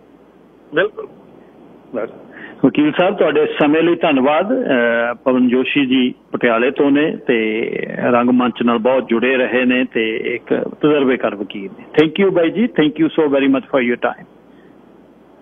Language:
Punjabi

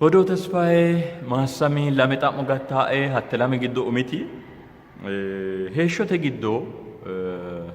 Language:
Sidamo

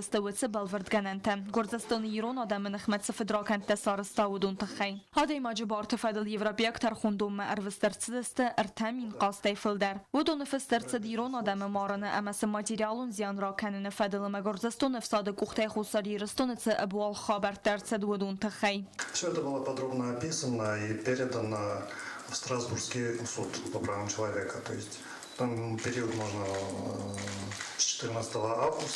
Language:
Ossetic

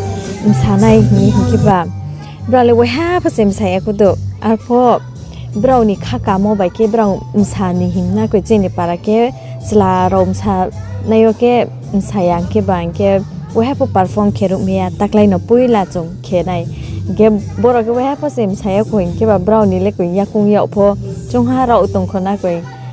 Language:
Riang (India)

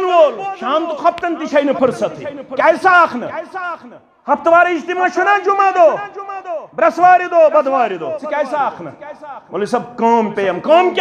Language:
Kashmiri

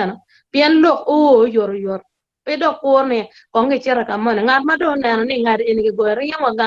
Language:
Acoli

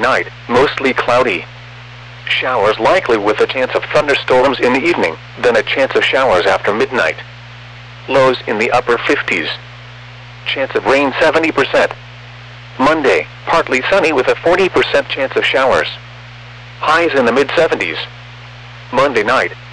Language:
English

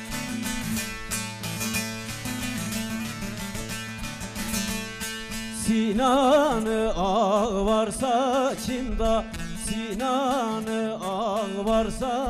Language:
Turkish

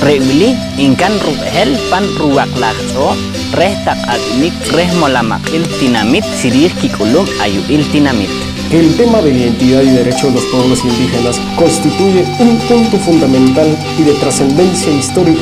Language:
Poqomchi'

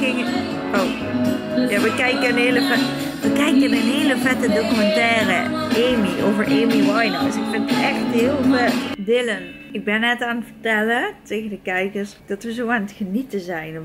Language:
Dutch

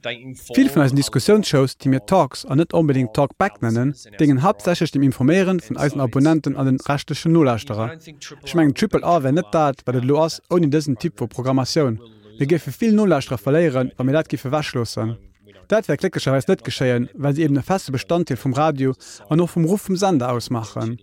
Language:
Luxembourgish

